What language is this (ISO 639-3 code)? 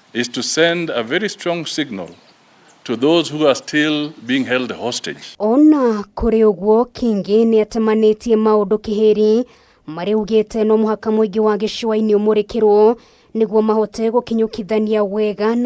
kik